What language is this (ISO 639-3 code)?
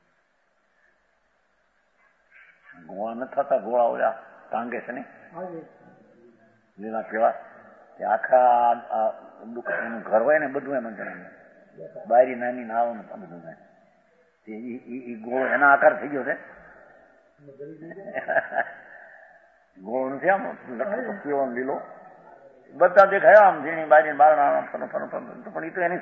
guj